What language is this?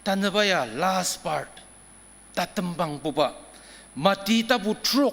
Ao Naga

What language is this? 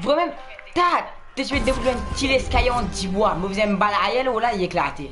Morisyen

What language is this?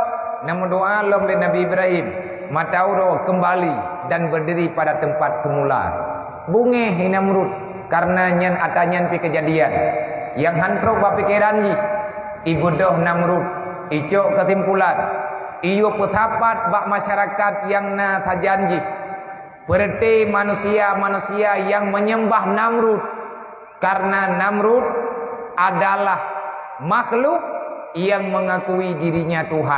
Achinese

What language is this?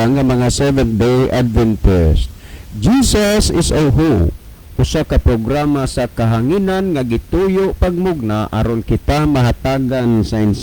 Cebuano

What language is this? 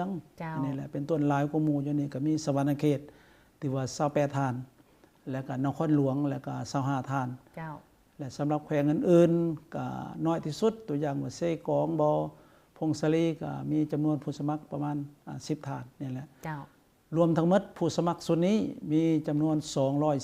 Lao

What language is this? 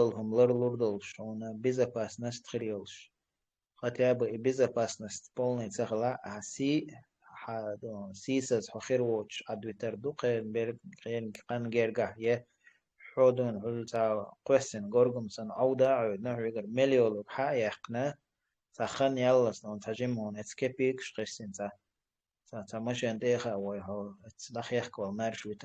Chechen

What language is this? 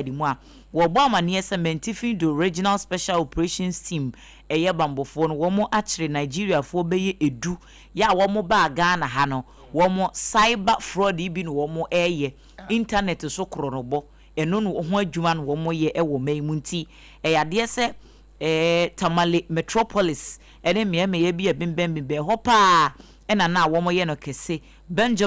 Akan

